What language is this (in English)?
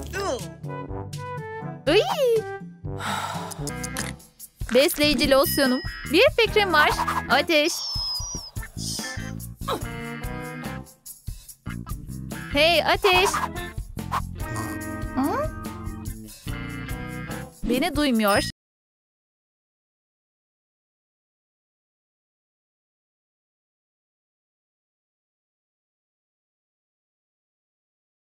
Turkish